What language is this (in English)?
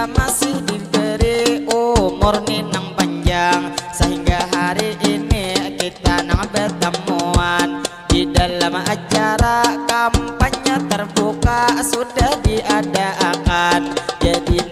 Banjar